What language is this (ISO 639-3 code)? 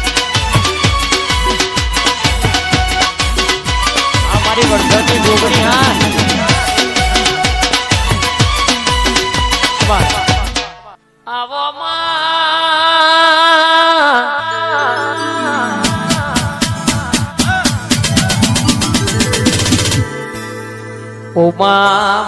guj